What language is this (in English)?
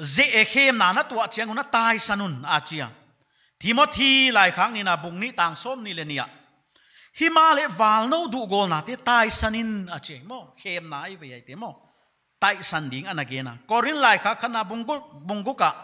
Paite Chin